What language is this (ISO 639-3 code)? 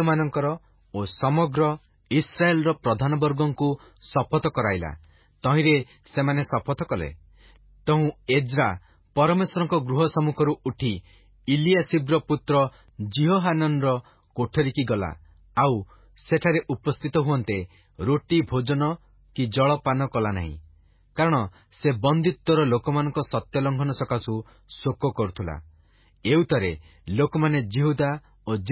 ori